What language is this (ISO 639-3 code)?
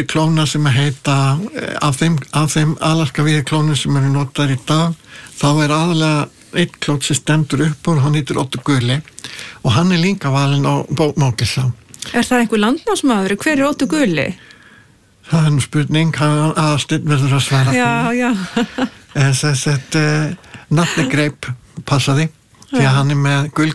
isl